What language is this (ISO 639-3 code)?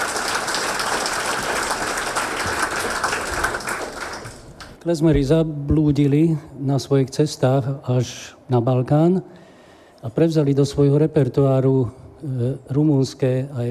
slk